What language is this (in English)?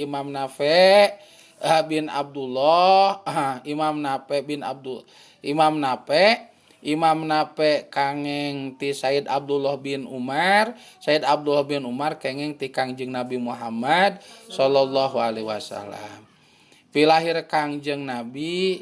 Sundanese